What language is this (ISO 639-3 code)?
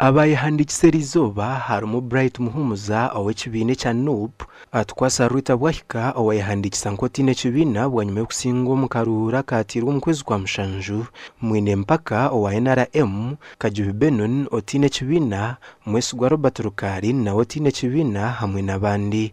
nyn